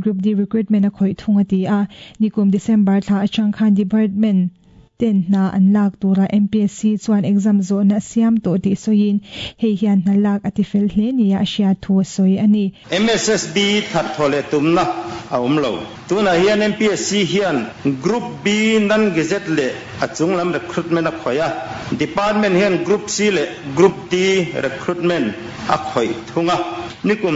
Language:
Mizo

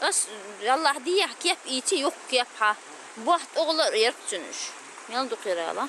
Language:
Chechen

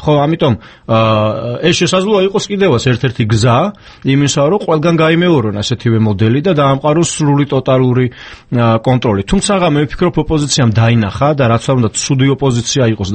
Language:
Georgian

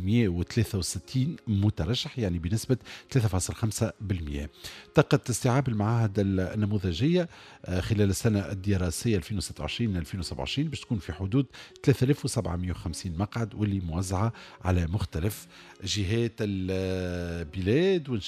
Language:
Tunisian Arabic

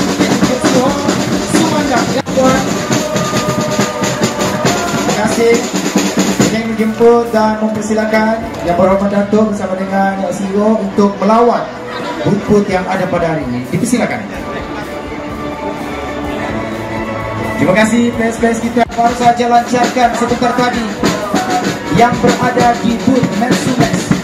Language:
Malay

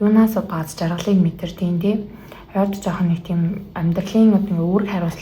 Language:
Mongolian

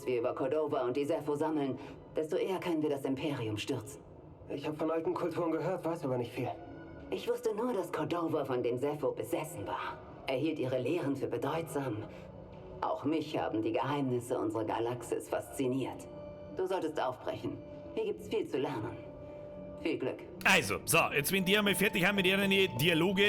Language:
Bavarian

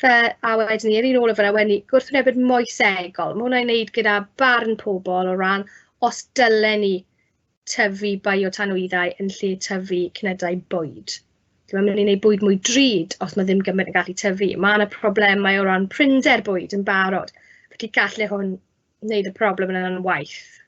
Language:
Welsh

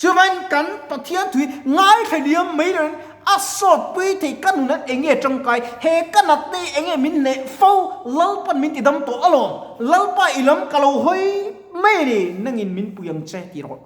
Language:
Mizo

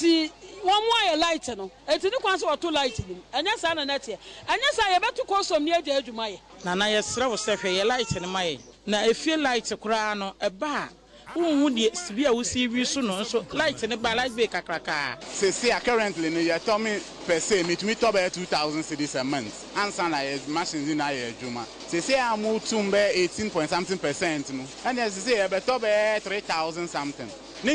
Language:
Akan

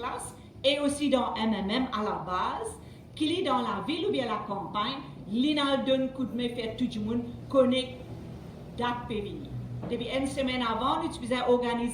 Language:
Morisyen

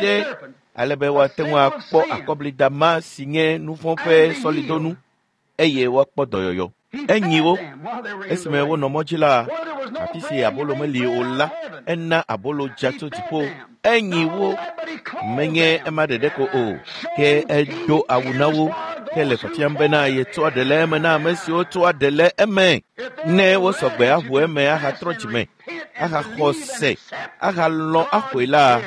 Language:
Ewe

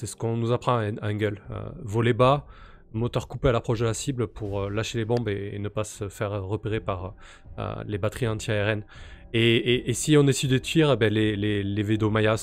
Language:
French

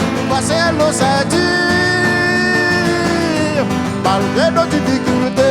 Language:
Réunion Creole French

